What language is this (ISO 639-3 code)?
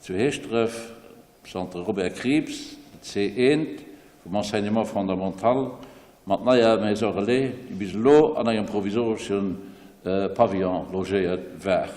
ltz